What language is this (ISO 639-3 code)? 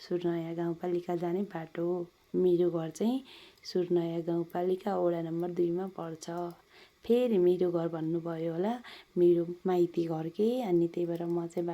nep